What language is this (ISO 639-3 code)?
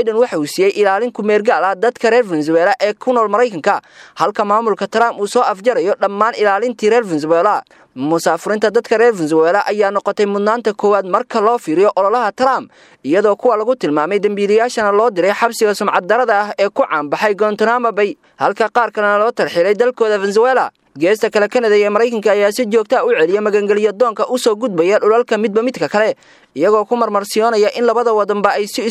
som